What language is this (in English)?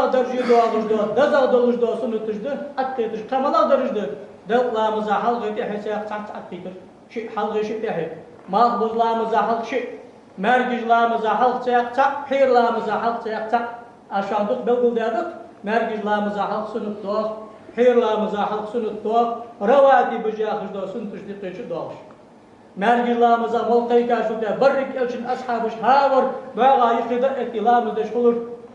Ingush